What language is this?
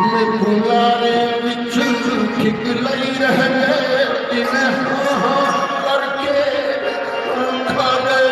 Saraiki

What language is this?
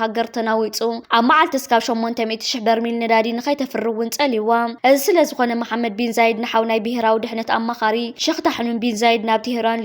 Tigrinya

